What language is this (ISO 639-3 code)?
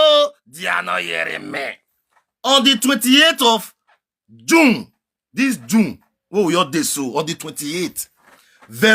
pcm